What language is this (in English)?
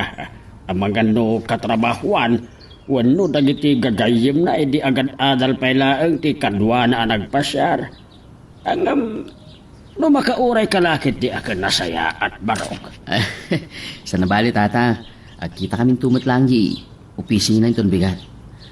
Iloko